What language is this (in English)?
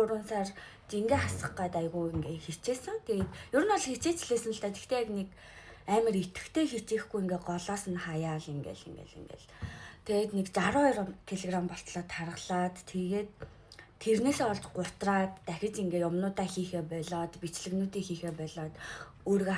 Mongolian